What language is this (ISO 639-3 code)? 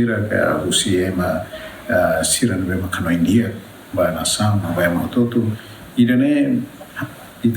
tet